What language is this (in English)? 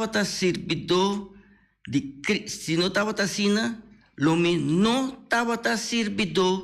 Papiamento